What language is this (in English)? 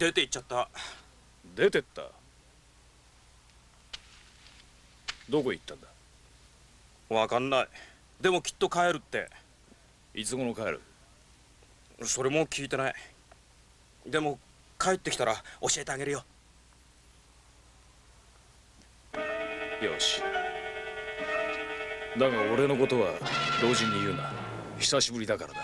Japanese